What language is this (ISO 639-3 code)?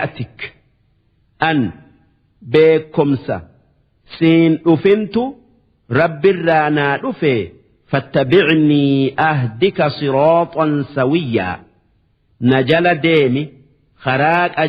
orm